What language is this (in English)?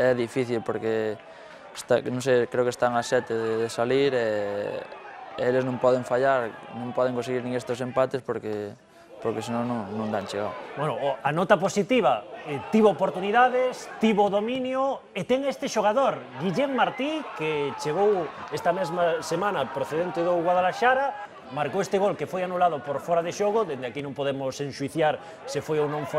Galician